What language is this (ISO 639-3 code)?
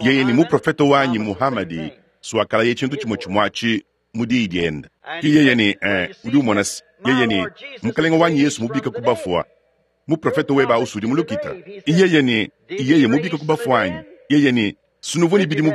lua